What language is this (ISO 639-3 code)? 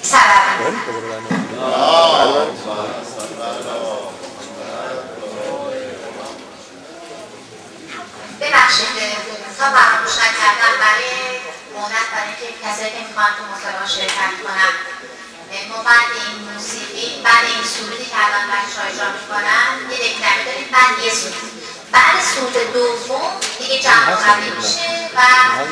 fas